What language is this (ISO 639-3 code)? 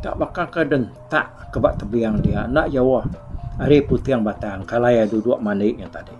iba